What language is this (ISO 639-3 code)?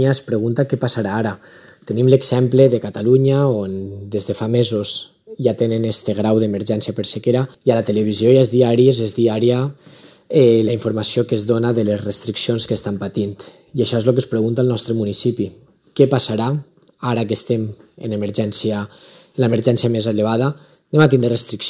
cat